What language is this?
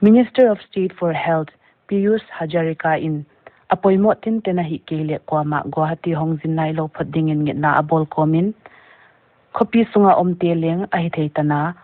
Paite Chin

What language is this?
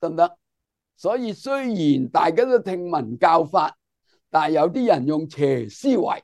Cantonese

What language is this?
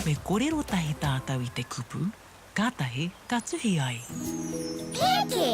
Māori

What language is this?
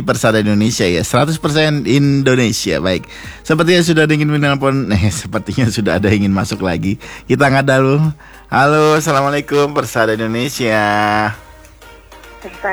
Indonesian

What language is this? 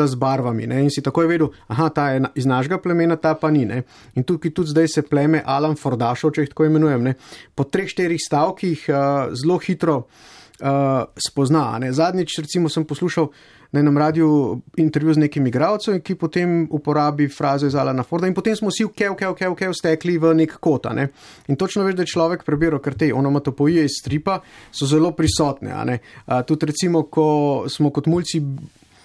Slovenian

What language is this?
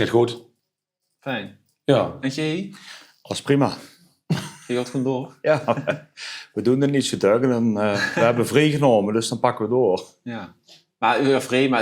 Limburgish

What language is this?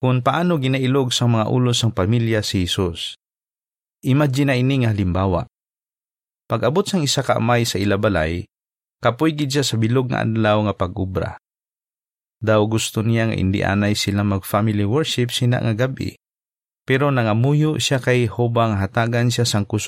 Hiligaynon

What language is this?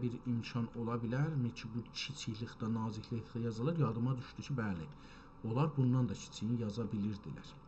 South Azerbaijani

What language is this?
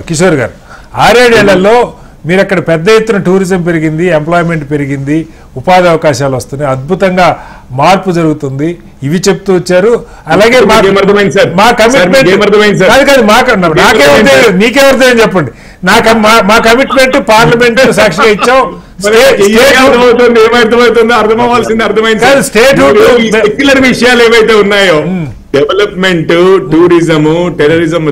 Telugu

